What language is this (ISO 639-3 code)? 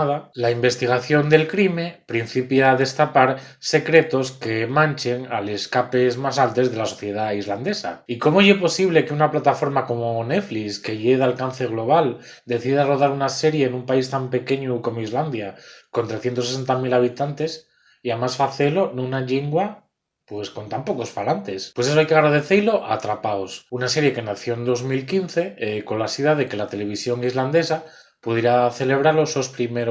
ast